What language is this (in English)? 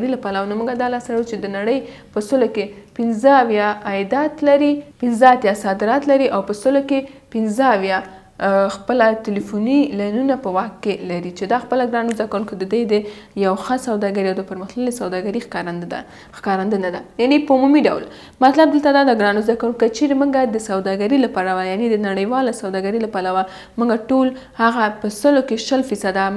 Pashto